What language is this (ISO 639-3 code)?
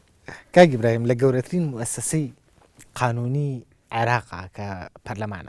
ckb